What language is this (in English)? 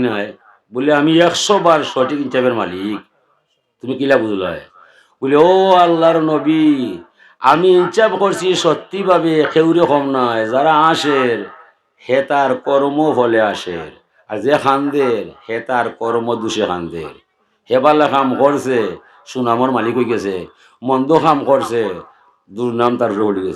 Sylheti